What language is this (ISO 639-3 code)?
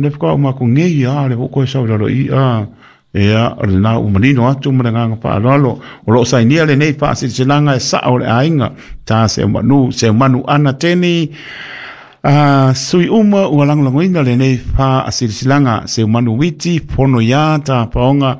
smo